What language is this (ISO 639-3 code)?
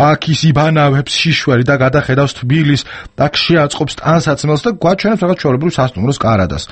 kat